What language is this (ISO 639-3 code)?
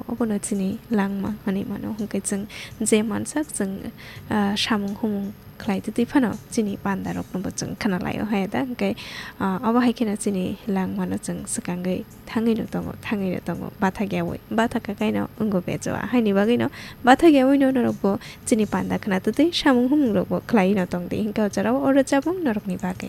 trp